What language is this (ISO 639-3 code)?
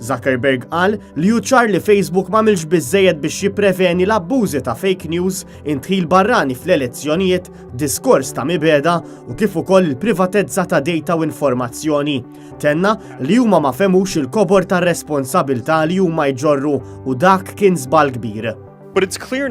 mlt